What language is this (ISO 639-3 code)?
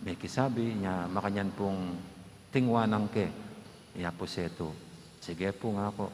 pam